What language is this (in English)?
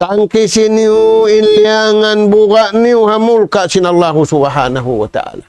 Tausug